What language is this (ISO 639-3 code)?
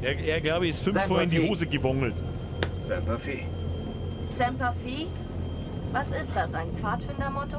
bar